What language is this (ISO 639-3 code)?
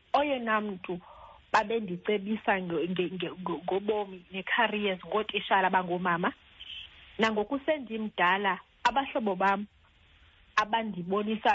xho